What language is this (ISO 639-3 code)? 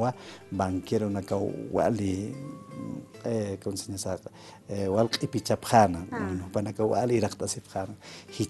aym